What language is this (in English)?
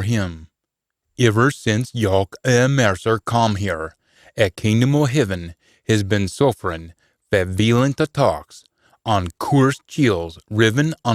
Scots